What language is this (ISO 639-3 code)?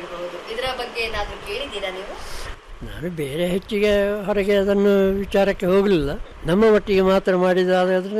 kan